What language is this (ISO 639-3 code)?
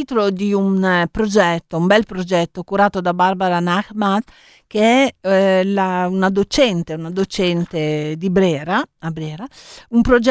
ita